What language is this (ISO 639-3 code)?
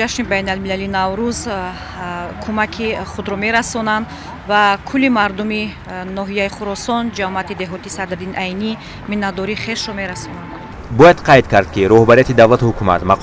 tgk